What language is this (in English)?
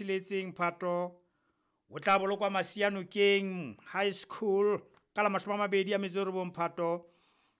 Southern Sotho